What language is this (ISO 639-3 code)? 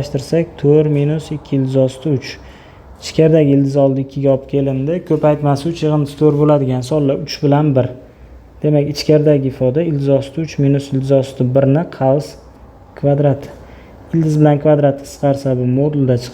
uzb